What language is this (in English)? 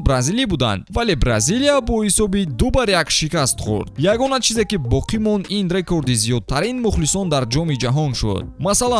Tajik